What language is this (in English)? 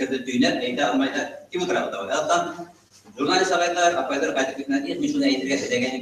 Bashkir